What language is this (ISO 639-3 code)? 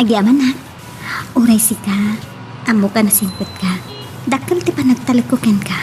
ilo